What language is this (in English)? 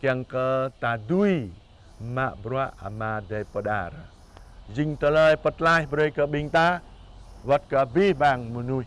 Jarai